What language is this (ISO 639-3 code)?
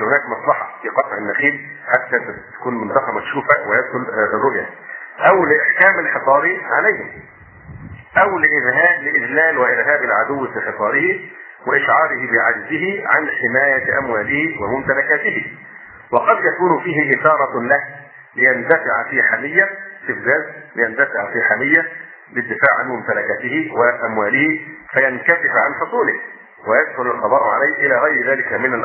ara